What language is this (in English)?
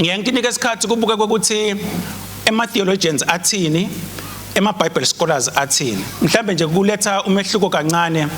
Swati